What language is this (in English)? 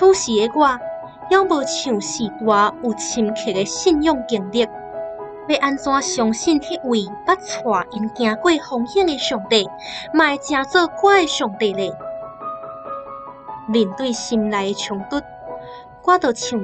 Min Nan Chinese